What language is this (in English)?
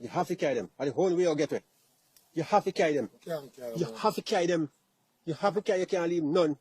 Jamaican Creole English